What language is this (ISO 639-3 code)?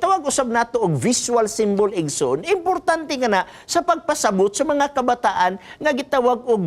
ceb